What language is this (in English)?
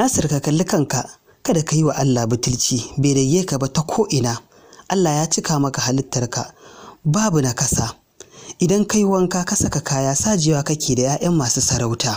Hausa